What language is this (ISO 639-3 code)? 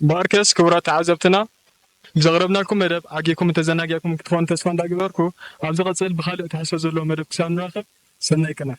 tir